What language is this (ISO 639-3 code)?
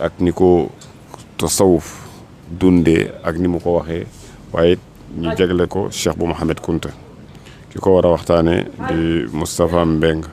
wol